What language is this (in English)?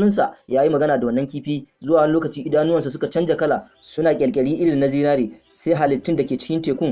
Hausa